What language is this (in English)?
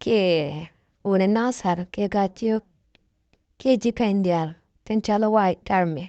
Nuer